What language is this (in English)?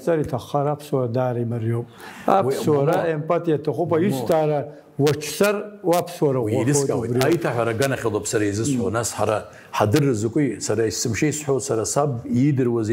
Abkhazian